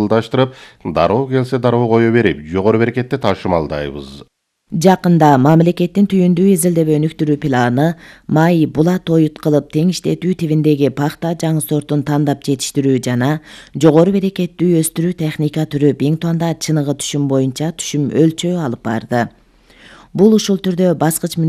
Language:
Kyrgyz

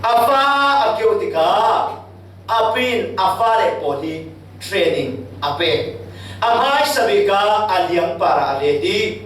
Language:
Falam Chin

